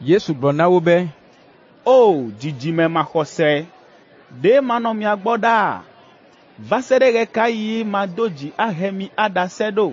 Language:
Ewe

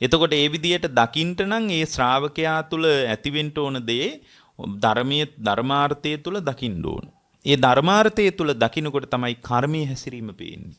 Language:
Sinhala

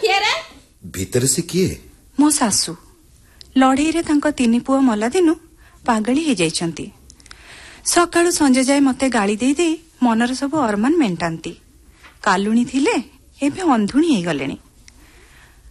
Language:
Odia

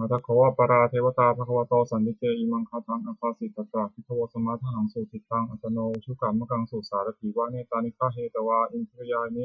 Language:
Pali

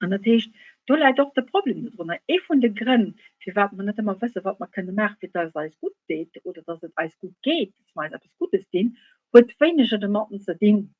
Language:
Luxembourgish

